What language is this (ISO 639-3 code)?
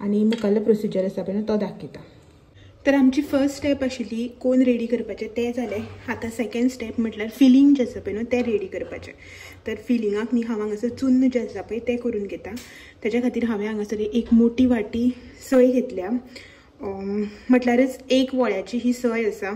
kok